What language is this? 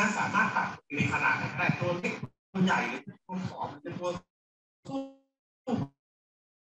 Thai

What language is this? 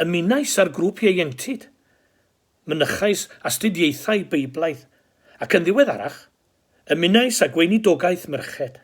Welsh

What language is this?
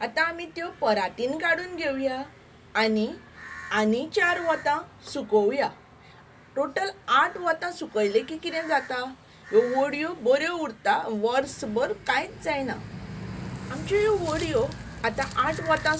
Konkani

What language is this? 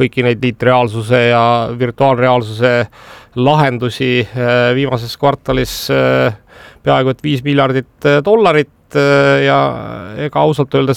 Estonian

